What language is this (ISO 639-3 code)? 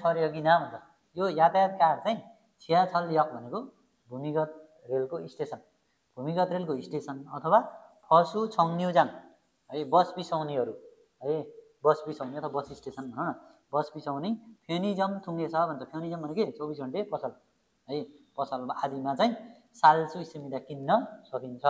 nep